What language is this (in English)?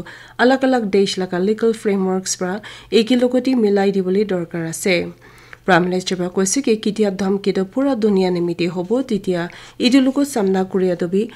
Naga Pidgin